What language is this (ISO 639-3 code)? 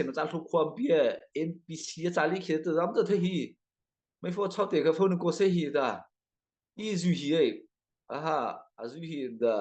mrh